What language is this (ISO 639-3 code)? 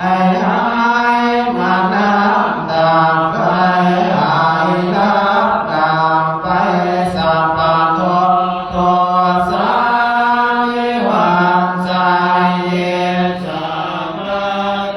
pli